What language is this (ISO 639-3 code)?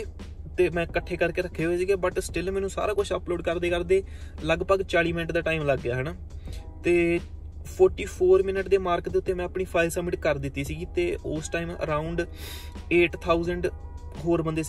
pan